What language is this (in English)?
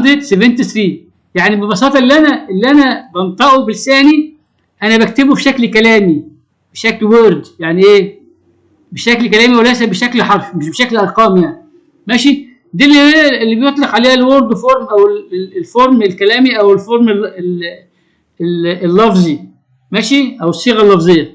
Egyptian Arabic